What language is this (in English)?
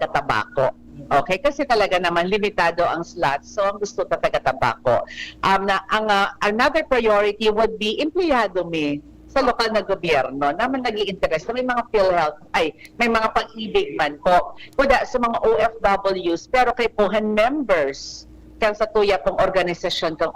Bikol